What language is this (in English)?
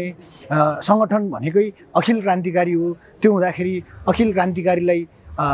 Nepali